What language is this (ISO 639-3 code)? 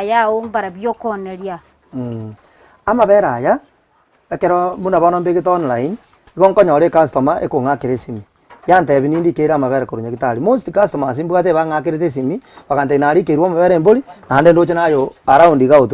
guz